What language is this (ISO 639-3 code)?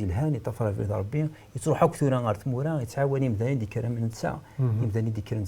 kab